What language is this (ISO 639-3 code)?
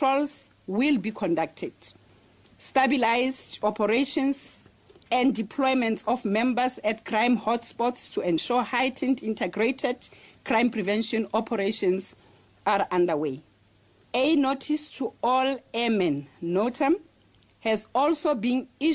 eng